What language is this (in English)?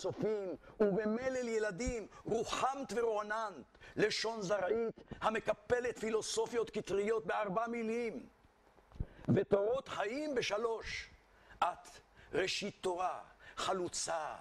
Hebrew